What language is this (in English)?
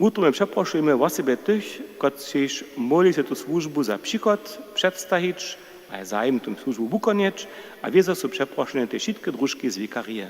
Upper Sorbian